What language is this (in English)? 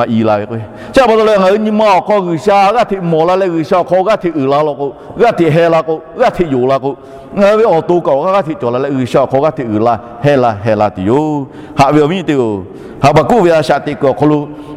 Lahu